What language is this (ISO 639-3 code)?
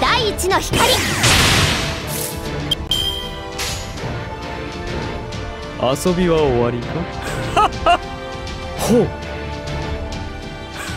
jpn